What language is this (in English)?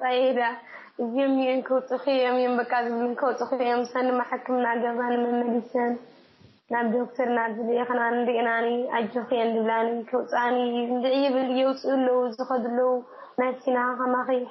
Tigrinya